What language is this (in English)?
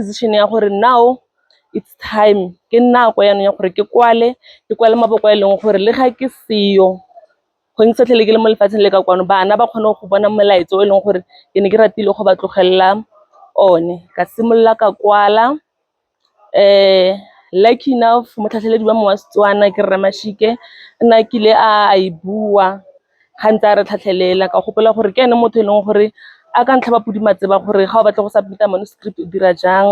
Tswana